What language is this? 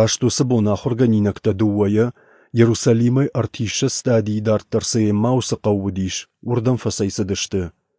Ossetic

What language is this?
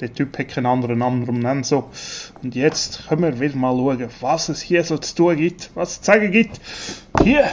Swiss German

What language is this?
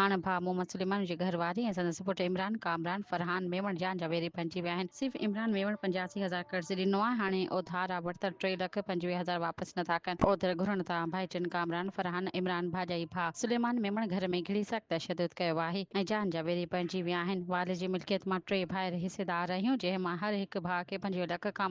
Sindhi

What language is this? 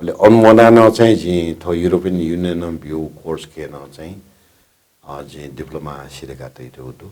Newari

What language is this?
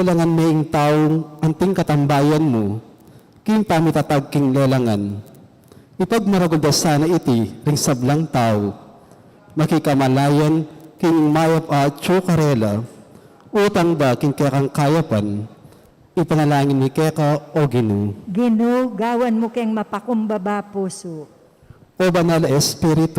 Pampanga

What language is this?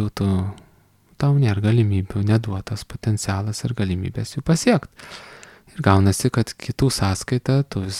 Lithuanian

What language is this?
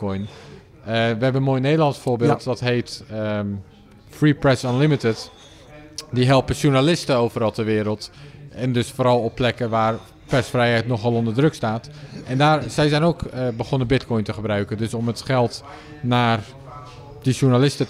Dutch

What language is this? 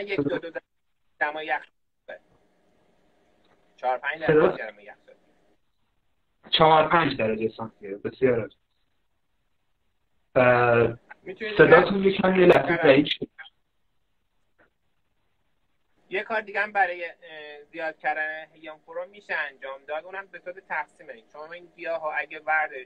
Persian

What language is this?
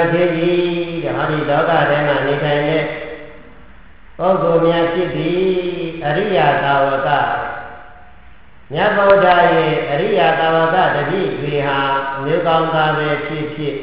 Burmese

